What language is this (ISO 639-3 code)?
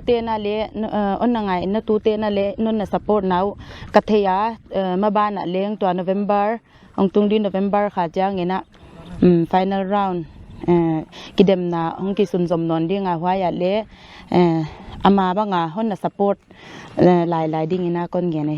pck